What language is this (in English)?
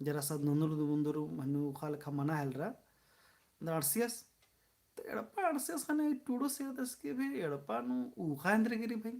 Kurukh